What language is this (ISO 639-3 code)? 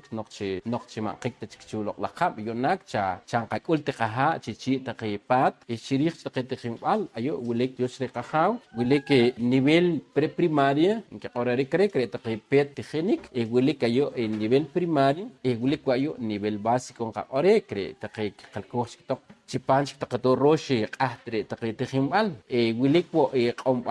poh